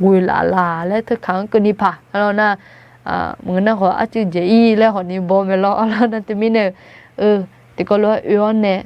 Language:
Akha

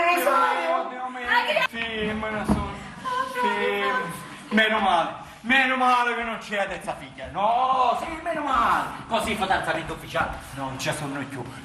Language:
Sicilian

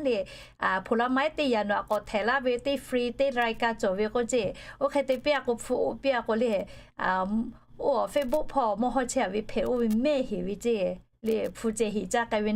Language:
Lahu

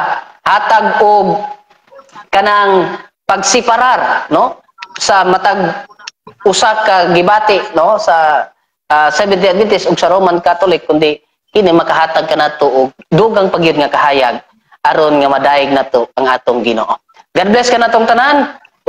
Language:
Cebuano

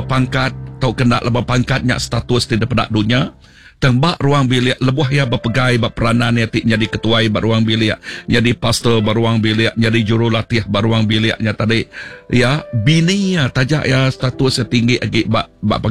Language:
Iban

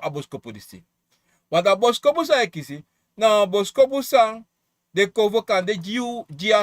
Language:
Sranan Tongo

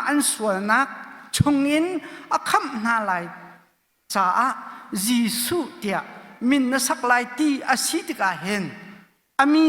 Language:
Hakha Chin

